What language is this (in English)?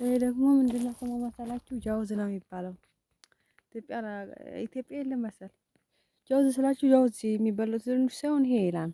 Amharic